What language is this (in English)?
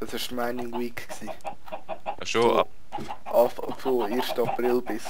Swiss German